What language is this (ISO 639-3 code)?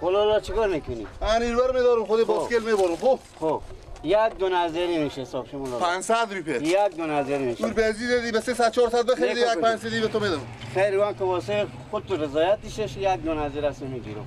fas